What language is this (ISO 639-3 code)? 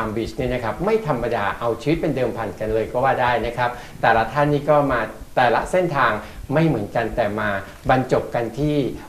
tha